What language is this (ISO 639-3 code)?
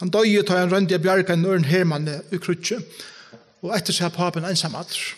fao